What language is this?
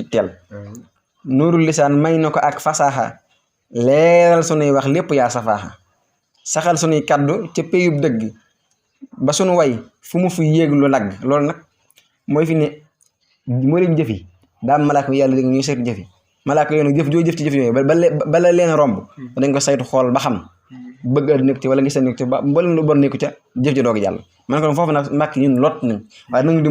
Wolof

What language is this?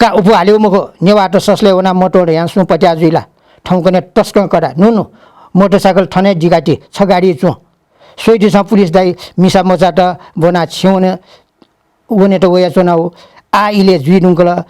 Newari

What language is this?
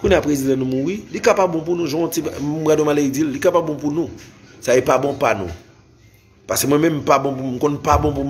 Haitian Creole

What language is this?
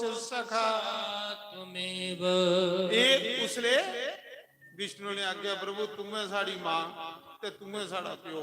Dogri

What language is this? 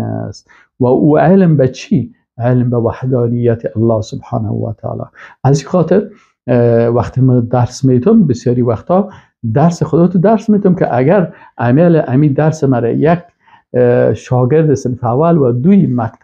Persian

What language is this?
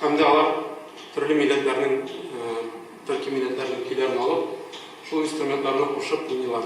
Tatar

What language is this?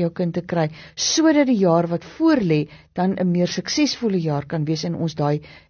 Afrikaans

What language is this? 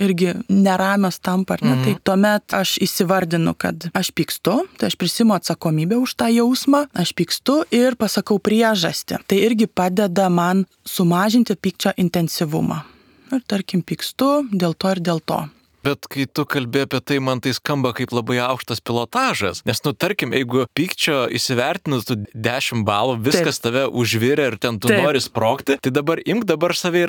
Lithuanian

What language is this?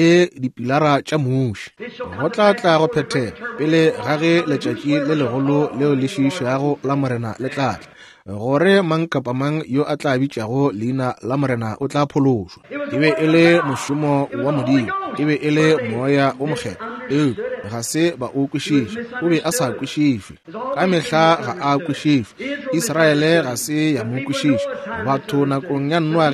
Northern Sotho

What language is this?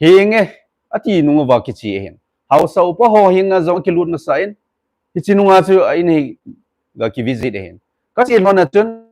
Thado Chin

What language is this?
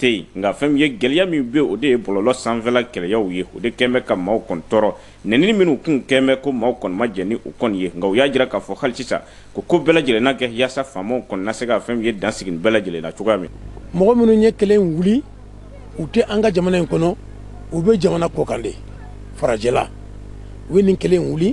Bambara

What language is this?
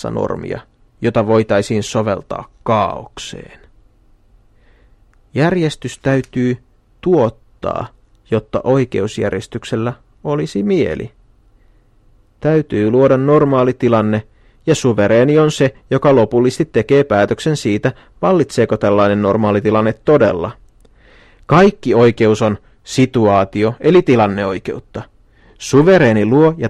Finnish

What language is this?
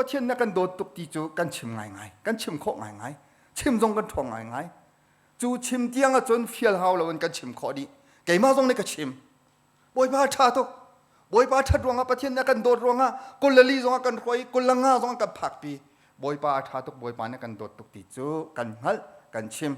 Hakha Chin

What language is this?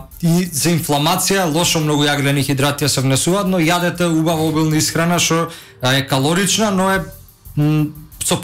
Macedonian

